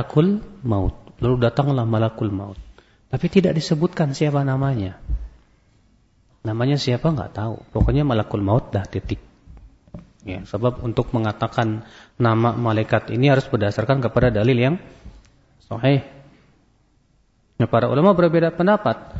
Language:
Indonesian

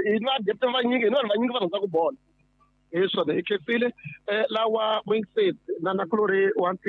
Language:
Tsonga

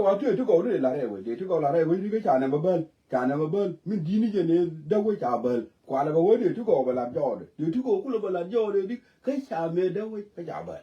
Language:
Nuer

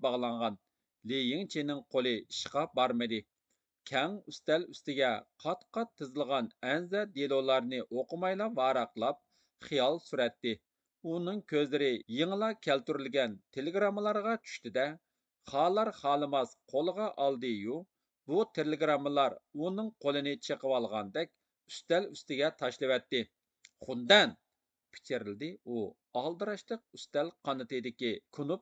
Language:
Uyghur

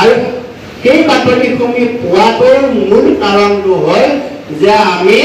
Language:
Assamese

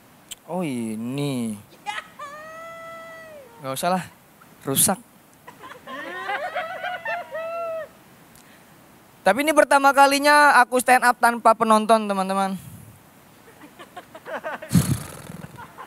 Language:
Indonesian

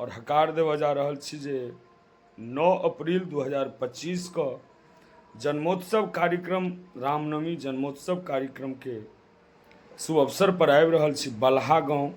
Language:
Maithili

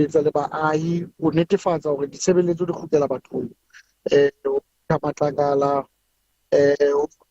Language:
Southern Sotho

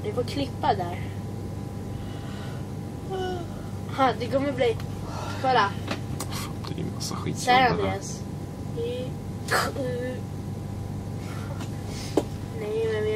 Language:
Swedish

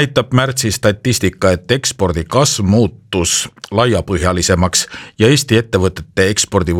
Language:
Estonian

